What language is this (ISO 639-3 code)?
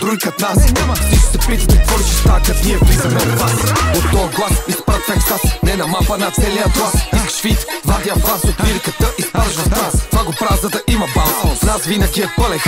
bul